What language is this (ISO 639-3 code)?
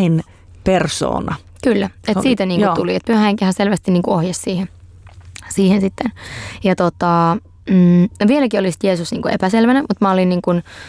fin